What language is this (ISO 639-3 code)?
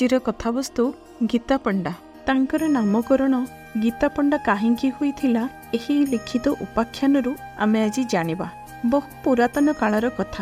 ori